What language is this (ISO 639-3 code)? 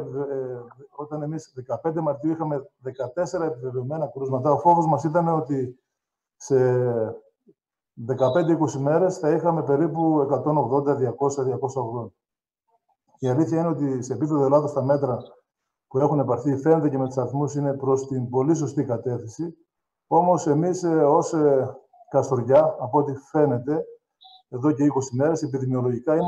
ell